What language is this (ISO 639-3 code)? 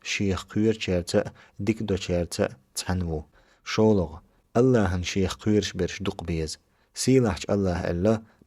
che